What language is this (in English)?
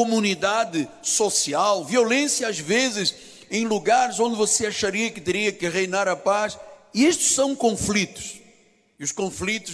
Portuguese